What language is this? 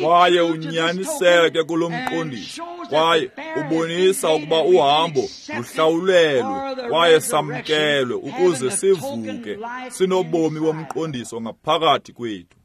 Xhosa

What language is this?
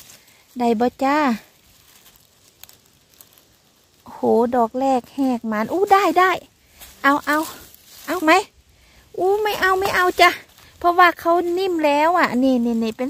Thai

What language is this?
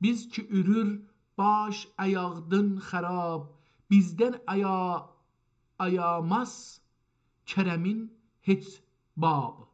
South Azerbaijani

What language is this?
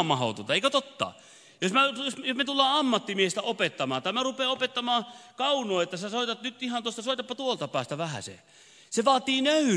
Finnish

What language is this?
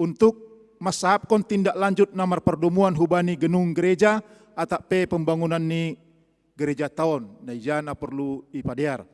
Batak Simalungun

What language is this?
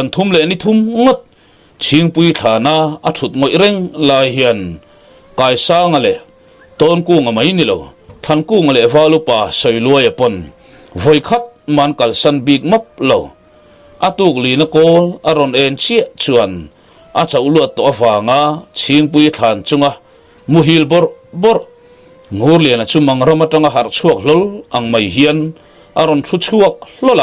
Mizo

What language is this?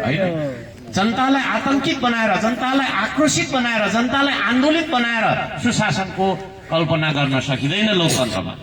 Nepali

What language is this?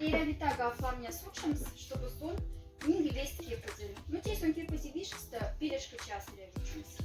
Moksha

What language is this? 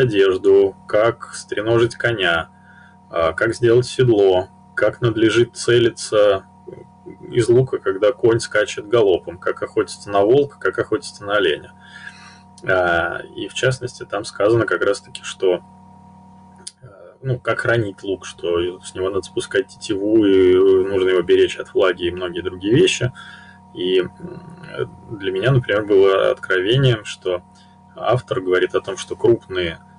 Russian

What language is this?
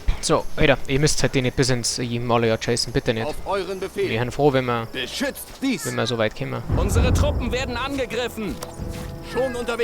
Bavarian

